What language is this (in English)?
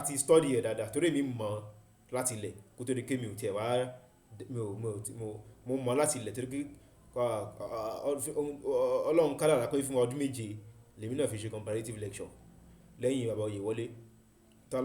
Yoruba